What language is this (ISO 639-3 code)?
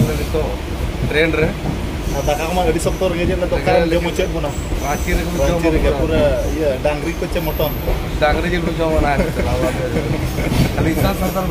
sat